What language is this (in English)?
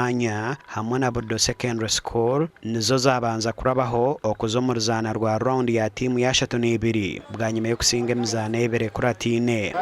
Nyankole